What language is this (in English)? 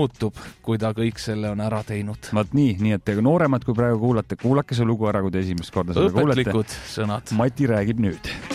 Estonian